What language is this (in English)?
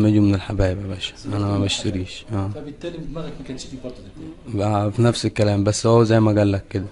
Egyptian Arabic